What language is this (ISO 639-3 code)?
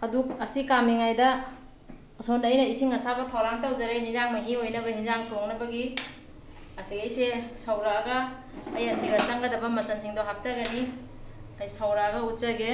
mni